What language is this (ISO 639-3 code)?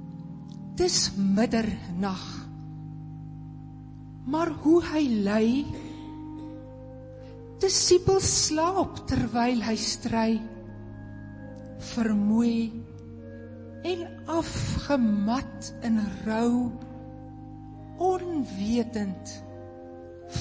afr